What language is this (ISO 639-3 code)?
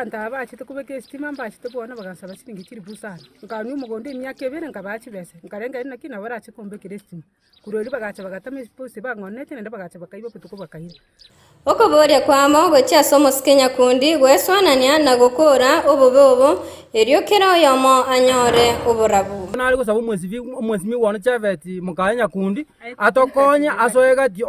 guz